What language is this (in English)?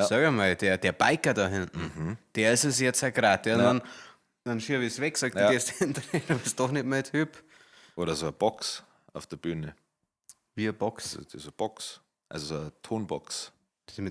Bavarian